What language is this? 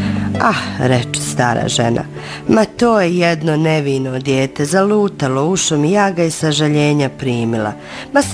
Bosnian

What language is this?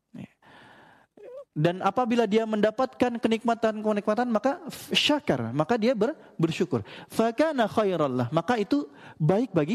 Indonesian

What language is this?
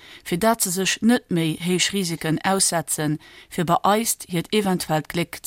Luxembourgish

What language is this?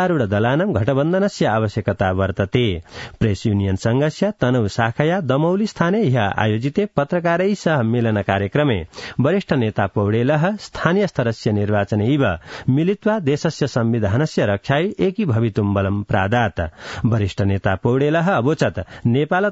Sanskrit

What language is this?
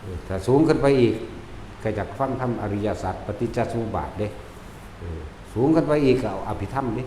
Northeastern Thai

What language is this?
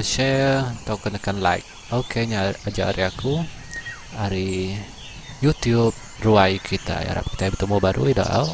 Iban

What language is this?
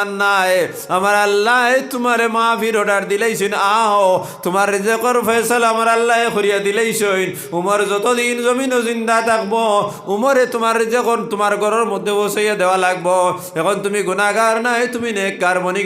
Sylheti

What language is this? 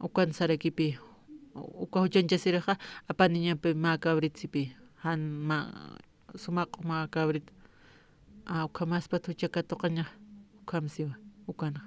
Aymara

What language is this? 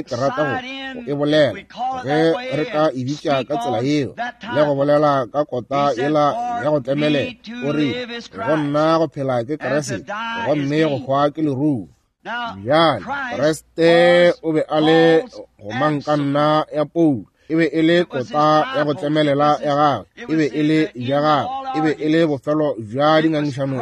Northern Sotho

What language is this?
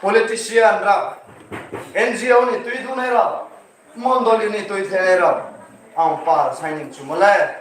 Riang (India)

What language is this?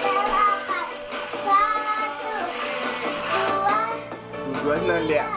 Minangkabau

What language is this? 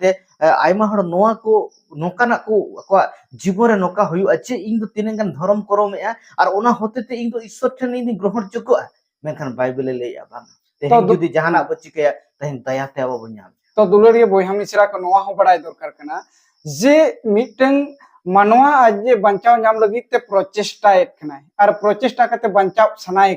Santali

